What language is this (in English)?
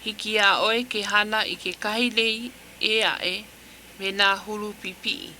Hawaiian